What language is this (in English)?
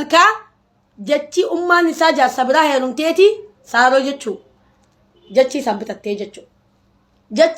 Oromo